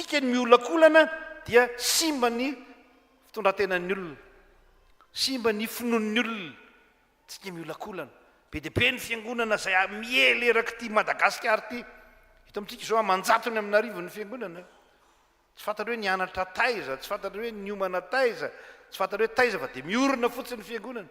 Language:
Malagasy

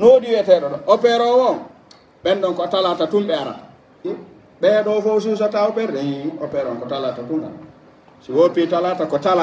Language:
Pular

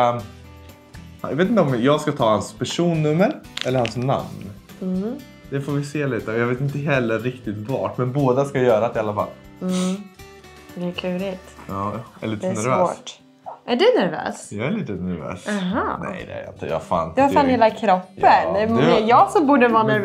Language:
Swedish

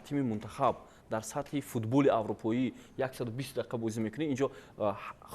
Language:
Tajik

